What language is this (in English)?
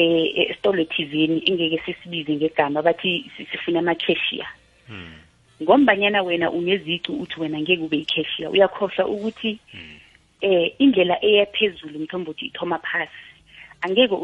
South Ndebele